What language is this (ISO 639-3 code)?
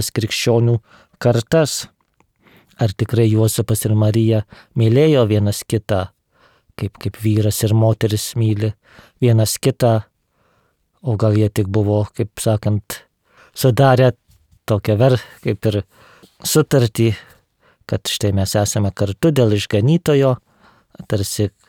lit